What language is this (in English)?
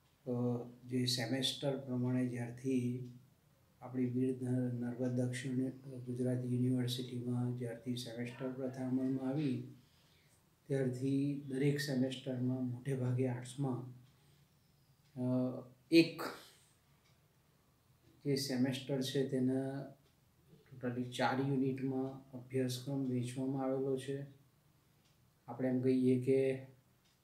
Gujarati